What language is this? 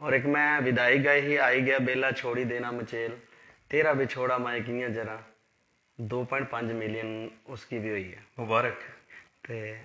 Dogri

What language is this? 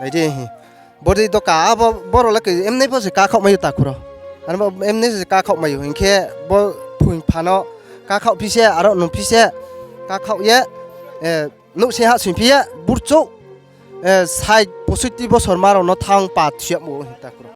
Riang (India)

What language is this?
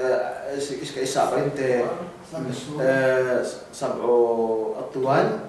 Yakan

